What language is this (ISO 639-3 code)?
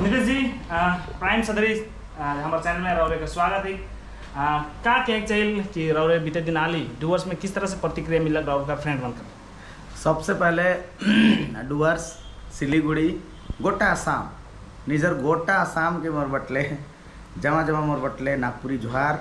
sck